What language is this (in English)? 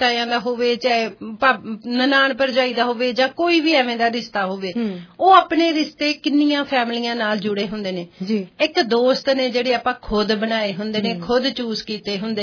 Punjabi